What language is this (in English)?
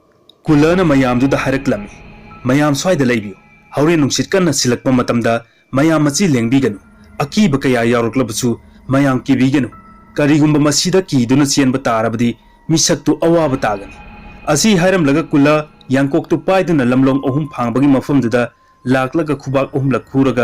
Manipuri